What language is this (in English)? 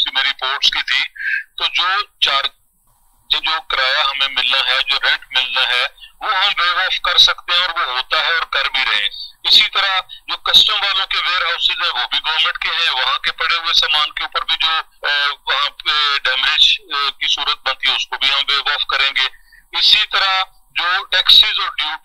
Urdu